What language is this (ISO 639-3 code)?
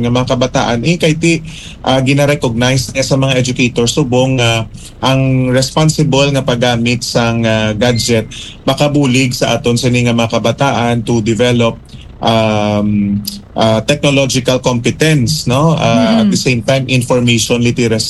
hil